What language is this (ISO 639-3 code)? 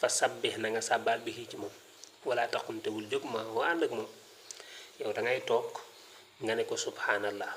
wol